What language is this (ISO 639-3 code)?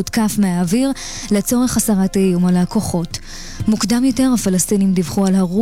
heb